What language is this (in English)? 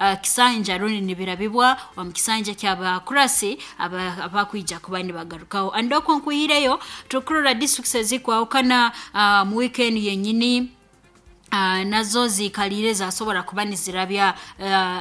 Nyoro